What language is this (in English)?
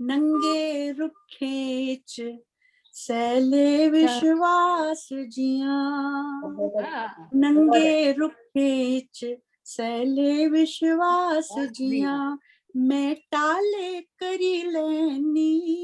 Dogri